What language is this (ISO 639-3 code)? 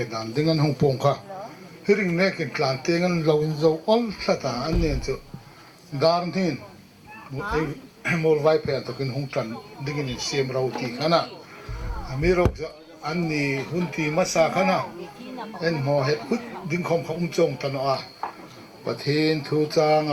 hmr